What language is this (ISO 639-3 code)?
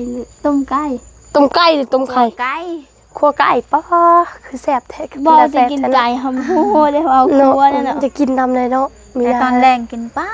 lao